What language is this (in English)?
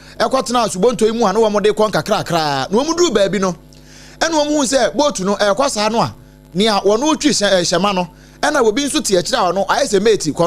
Akan